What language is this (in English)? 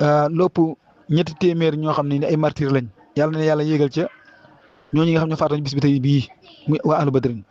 Wolof